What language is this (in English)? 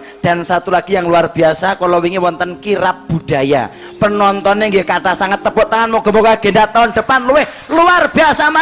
Javanese